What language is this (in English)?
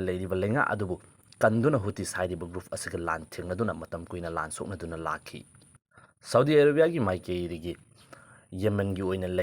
Manipuri